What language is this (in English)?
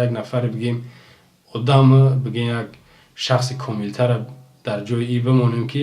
Tajik